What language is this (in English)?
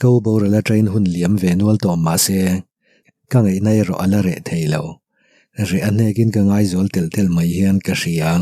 Mizo